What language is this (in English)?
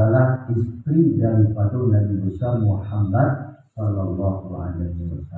Minangkabau